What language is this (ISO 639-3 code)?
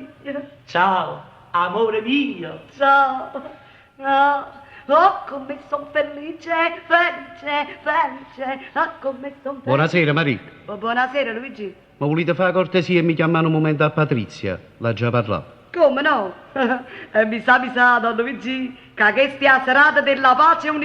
nap